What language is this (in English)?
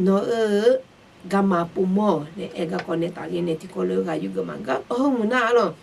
Akha